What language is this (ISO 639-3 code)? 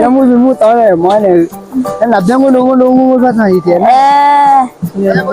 ahk